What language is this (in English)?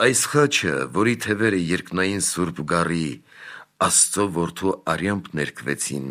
Armenian